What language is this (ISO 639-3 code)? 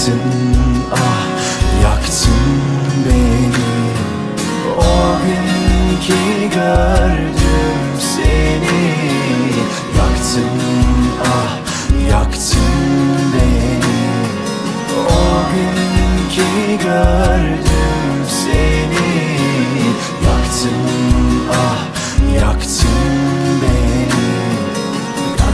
tur